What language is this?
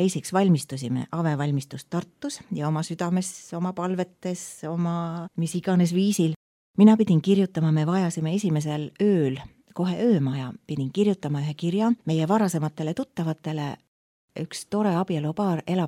Estonian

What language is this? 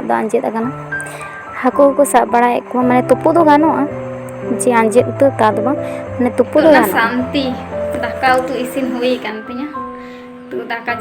Santali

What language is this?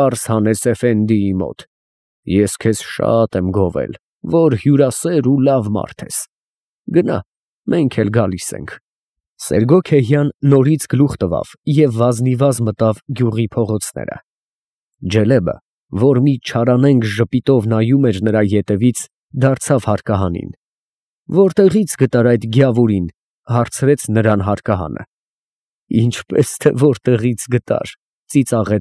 Armenian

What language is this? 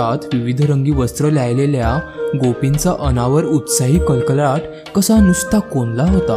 Marathi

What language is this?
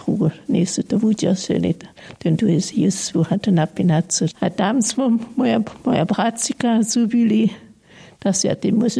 Upper Sorbian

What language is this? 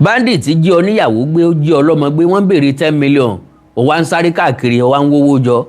Yoruba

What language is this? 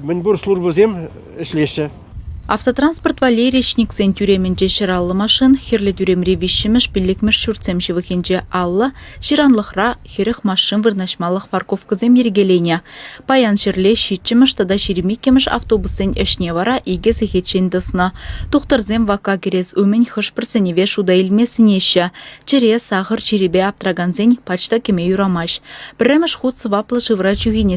Chuvash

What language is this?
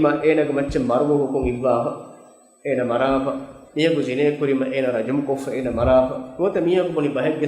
Divehi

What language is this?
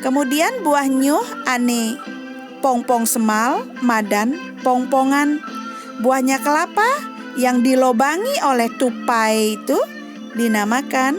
Balinese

